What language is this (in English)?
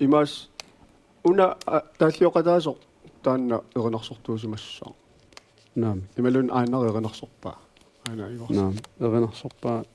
Kalaallisut